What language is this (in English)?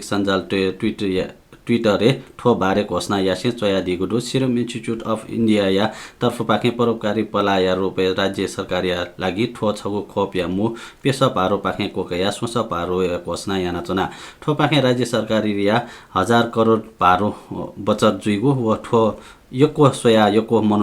Newari